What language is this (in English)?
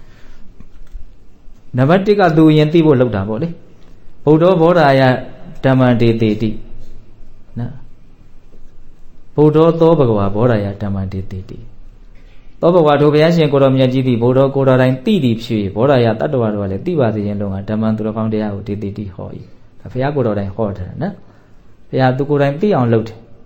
Burmese